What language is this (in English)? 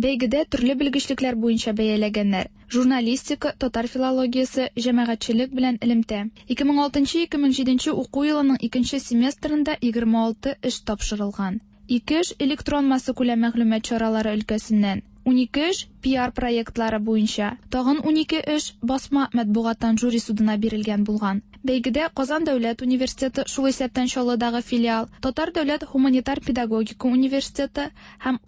Tatar